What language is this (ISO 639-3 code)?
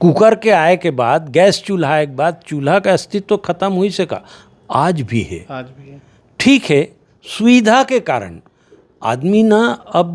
hne